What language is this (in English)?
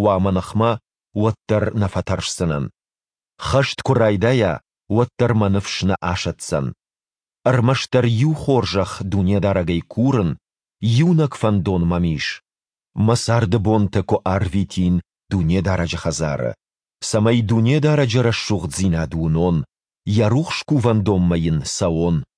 Ossetic